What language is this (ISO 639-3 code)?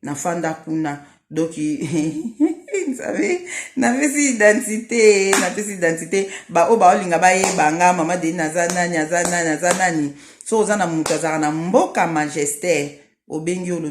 lin